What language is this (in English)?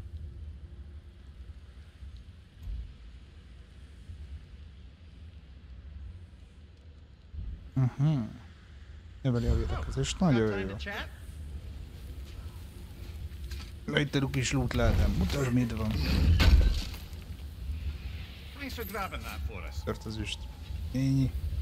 Hungarian